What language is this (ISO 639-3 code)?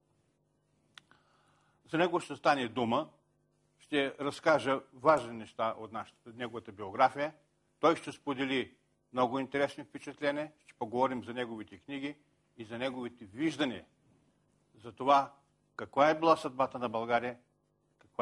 bul